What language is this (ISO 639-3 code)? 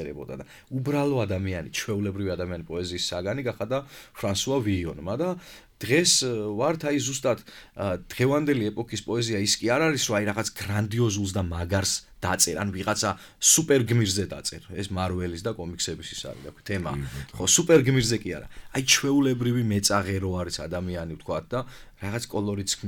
kat